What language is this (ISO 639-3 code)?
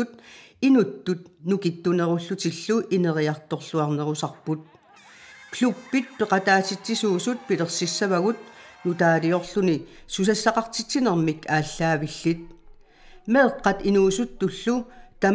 kal